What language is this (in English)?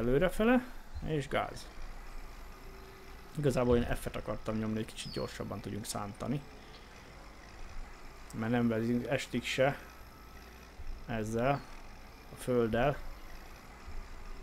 Hungarian